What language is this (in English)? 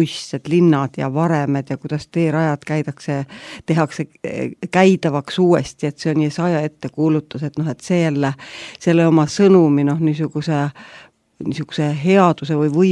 Estonian